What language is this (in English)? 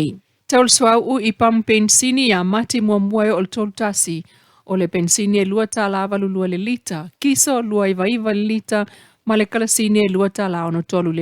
Samoan